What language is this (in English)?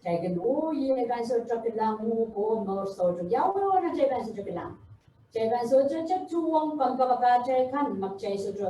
Pohnpeian